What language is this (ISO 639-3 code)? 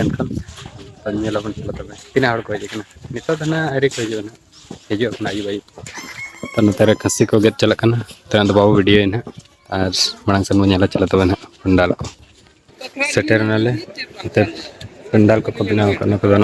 sat